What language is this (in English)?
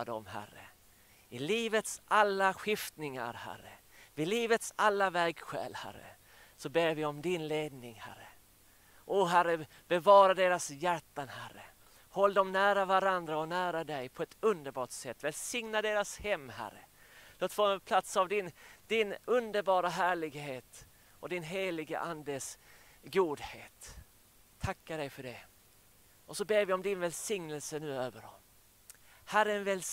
Swedish